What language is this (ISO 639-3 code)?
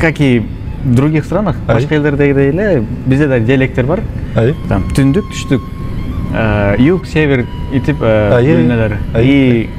bak